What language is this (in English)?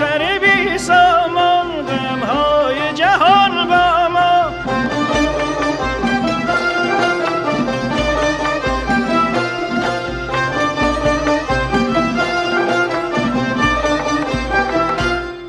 Persian